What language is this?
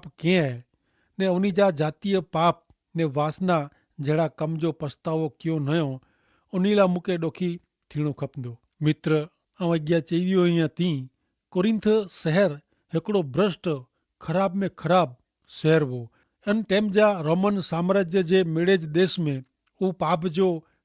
Kachhi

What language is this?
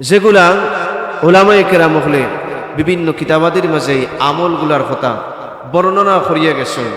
Sylheti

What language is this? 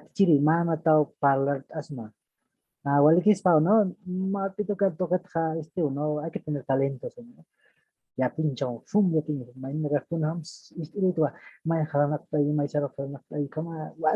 Aymara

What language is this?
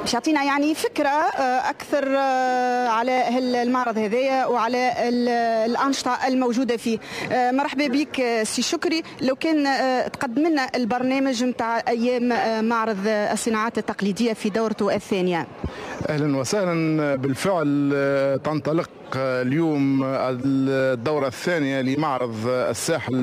Tunisian Arabic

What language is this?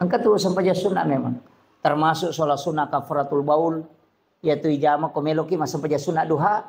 Buginese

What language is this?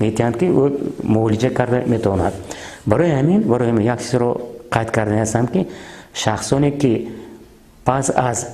Tajik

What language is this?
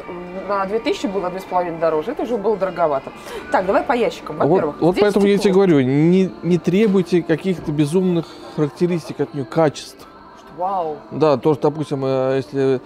Russian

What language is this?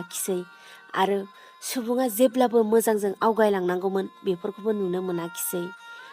Bodo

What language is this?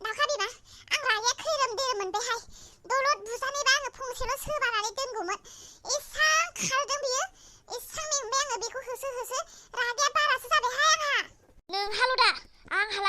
Bodo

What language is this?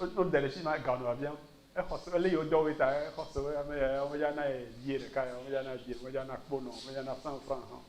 Ewe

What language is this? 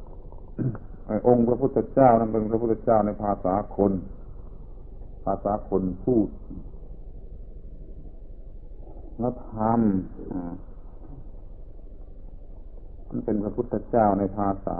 Thai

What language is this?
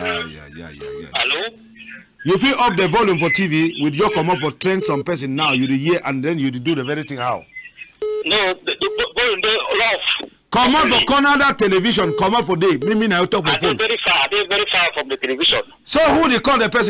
Cameroon Pidgin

